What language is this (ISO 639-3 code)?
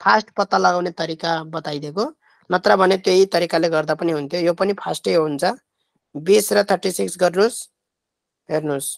nep